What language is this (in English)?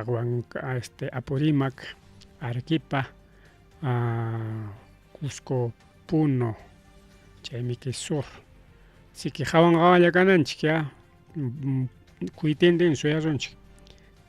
Ayacucho Quechua